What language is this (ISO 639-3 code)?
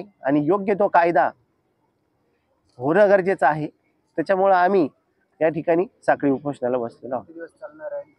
mar